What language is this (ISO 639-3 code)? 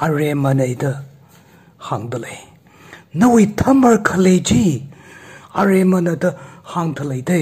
nmf